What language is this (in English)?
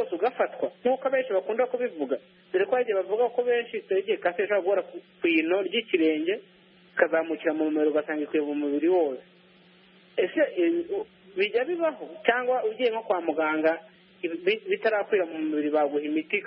Kinyarwanda